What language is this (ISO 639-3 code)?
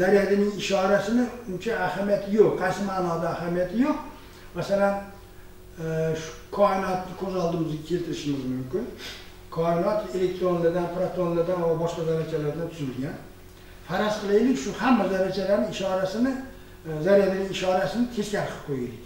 uzb